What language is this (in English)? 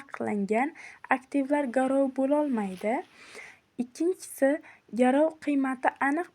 Uzbek